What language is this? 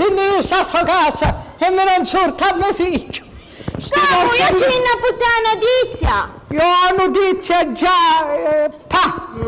Sicilian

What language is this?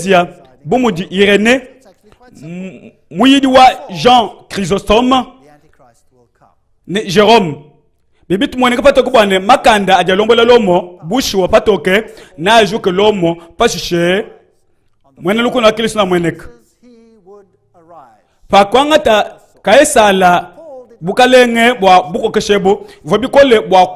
Luba-Lulua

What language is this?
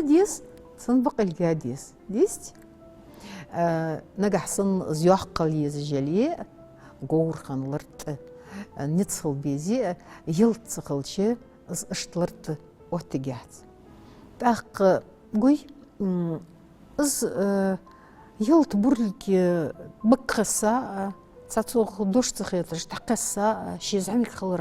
Ingush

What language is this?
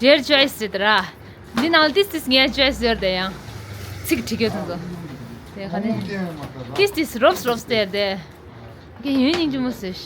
Tibetan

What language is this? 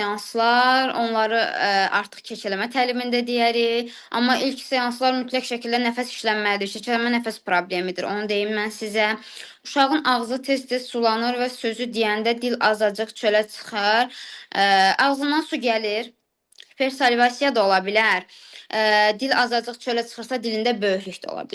Azerbaijani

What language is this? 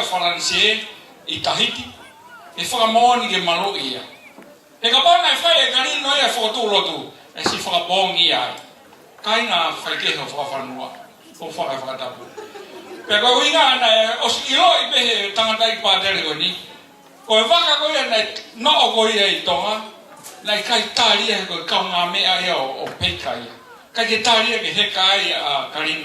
Tongan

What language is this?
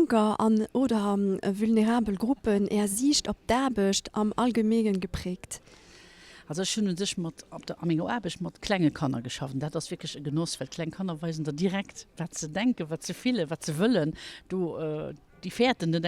Luxembourgish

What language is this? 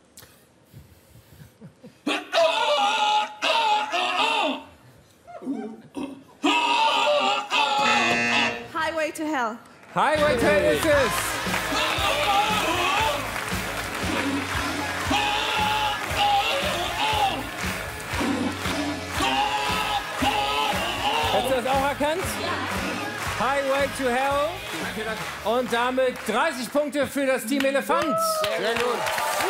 German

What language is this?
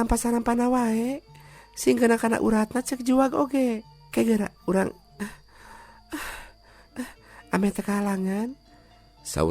Sundanese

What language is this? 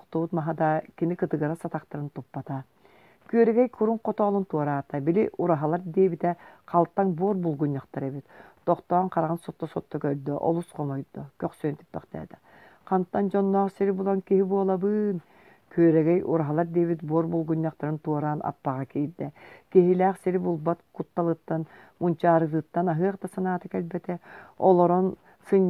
Yakut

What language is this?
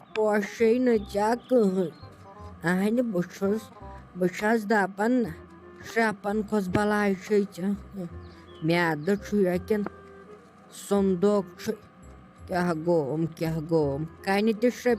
Kashmiri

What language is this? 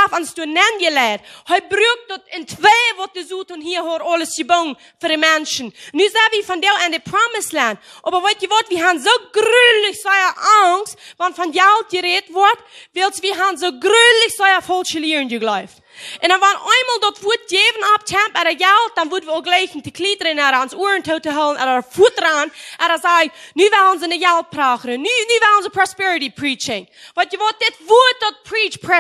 Plautdietsch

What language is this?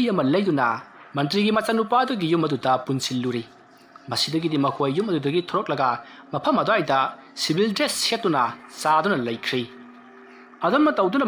Manipuri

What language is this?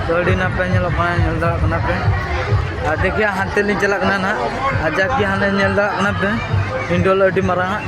Santali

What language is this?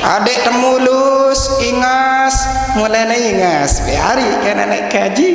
Sasak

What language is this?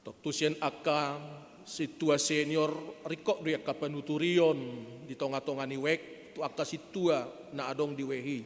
Batak Toba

